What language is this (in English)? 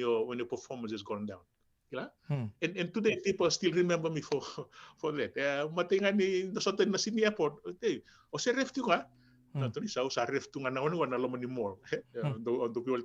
Fijian